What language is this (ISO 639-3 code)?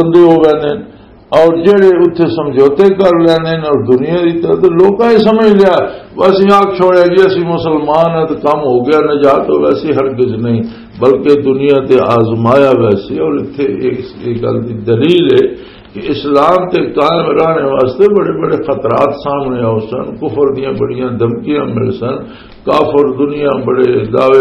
lah